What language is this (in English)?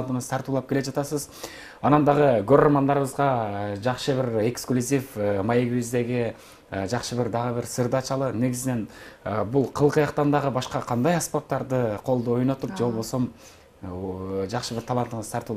Kyrgyz